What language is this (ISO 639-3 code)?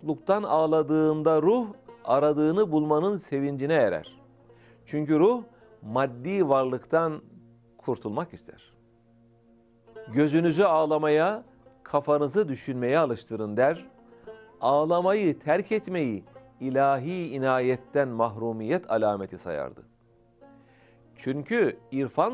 tur